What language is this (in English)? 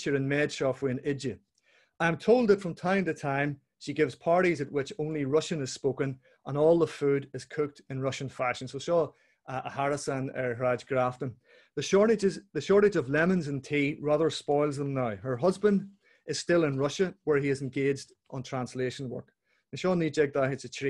Irish